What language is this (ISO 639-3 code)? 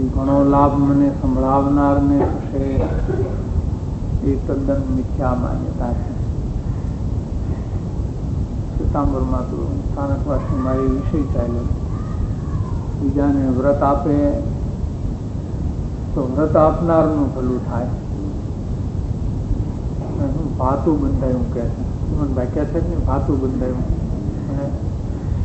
guj